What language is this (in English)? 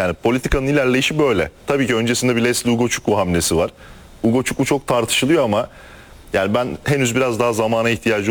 Turkish